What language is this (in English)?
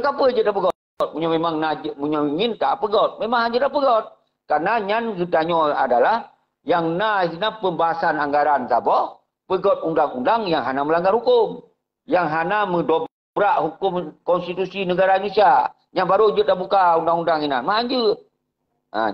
Achinese